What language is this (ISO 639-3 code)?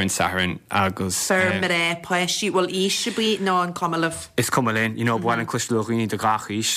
gle